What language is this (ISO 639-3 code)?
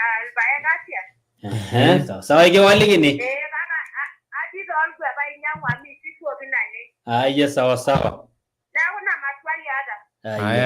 mas